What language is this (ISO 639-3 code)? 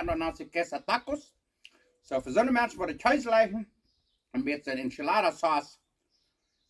pdt